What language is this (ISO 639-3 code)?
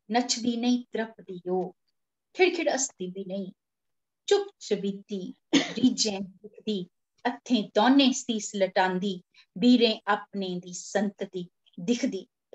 doi